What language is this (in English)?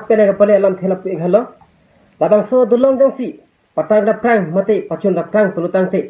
Karbi